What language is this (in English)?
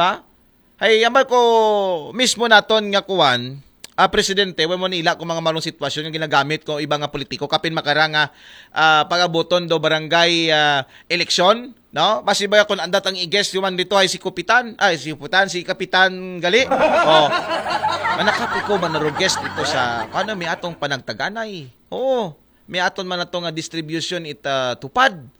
Aklanon